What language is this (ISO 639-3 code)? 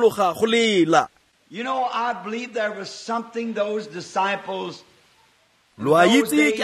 tsn